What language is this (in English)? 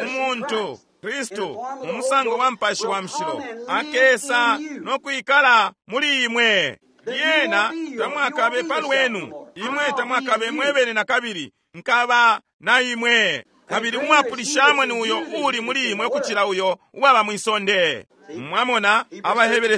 Bemba